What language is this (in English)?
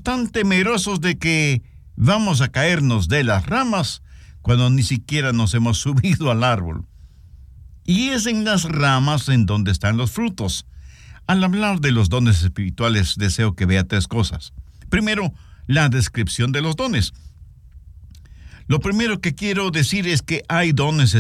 Spanish